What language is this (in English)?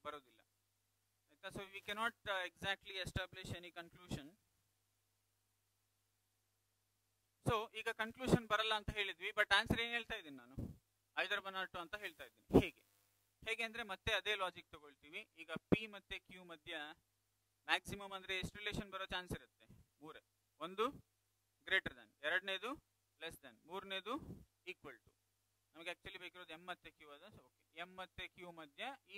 Kannada